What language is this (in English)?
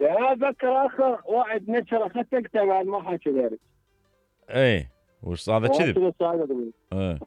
Mesopotamian Arabic